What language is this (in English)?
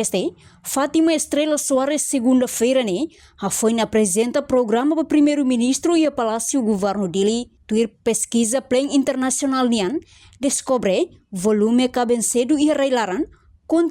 Tetum